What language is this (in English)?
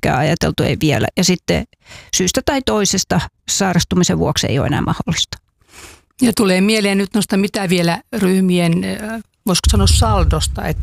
Finnish